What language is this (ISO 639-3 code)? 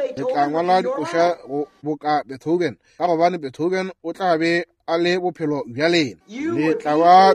nso